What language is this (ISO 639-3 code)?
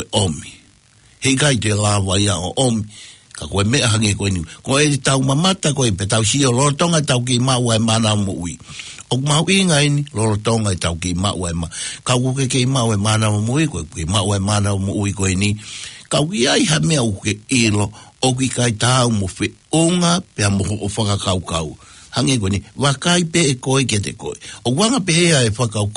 ton